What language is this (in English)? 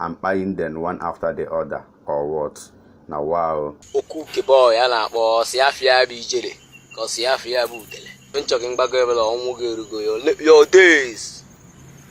Igbo